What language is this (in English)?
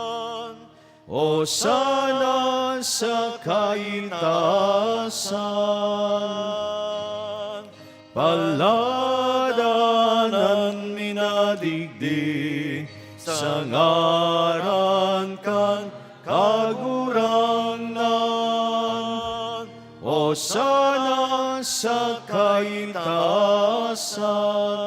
Bikol